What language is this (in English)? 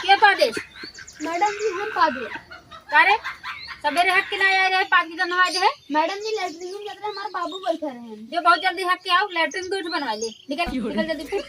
Awadhi